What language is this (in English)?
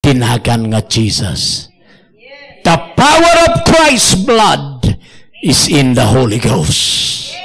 Iloko